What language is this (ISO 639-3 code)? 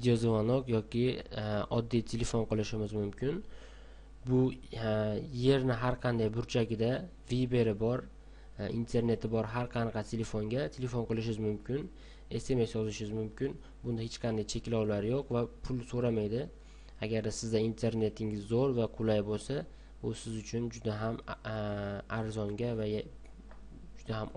uzb